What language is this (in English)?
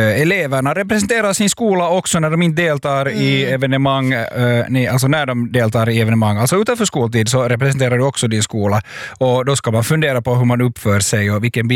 Swedish